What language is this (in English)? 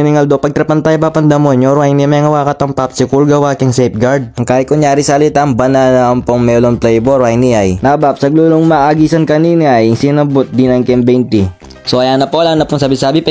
Pampanga